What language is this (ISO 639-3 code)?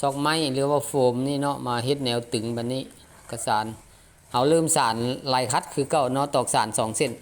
lao